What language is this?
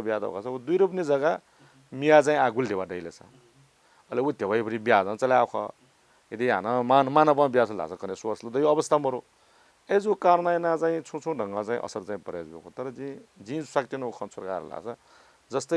Newari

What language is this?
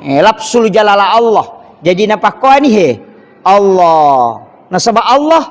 Buginese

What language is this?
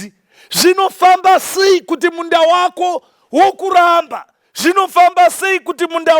Shona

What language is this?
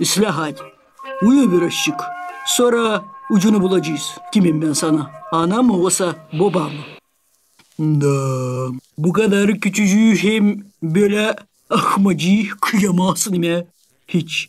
Gagauz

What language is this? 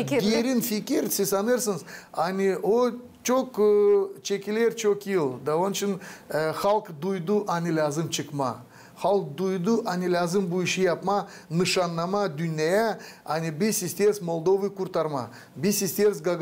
Gagauz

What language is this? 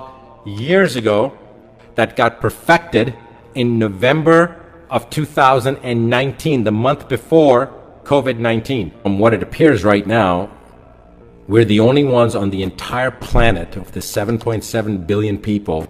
Khasi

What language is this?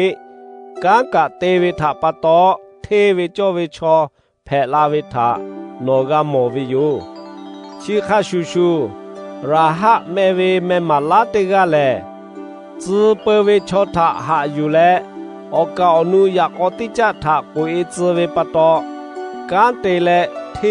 Lahu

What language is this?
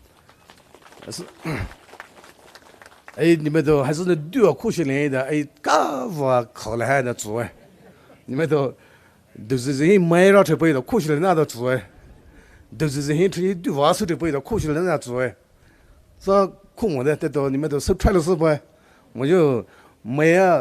Poumei Naga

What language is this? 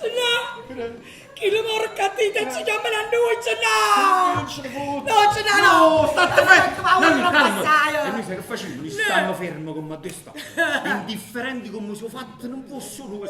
Neapolitan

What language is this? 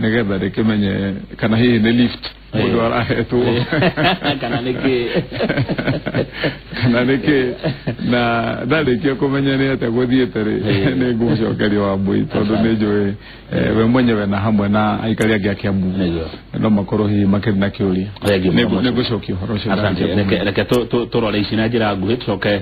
Kikuyu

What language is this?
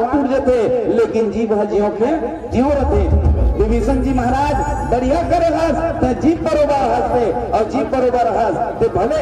Chhattisgarhi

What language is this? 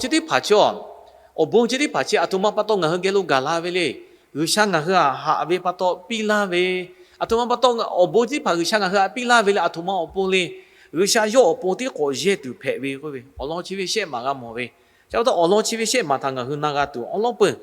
Lahu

